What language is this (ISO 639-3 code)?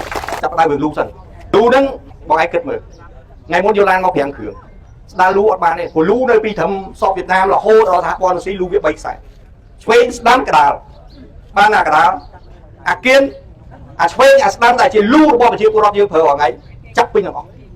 khm